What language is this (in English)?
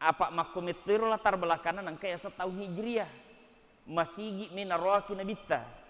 Buginese